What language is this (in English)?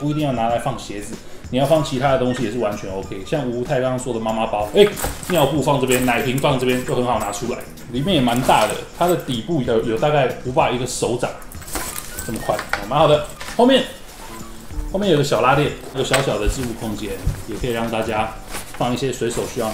Chinese